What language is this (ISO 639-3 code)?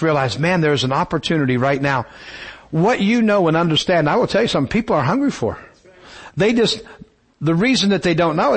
eng